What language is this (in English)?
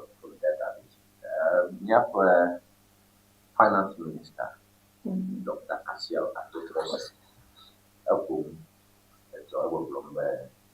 Ewe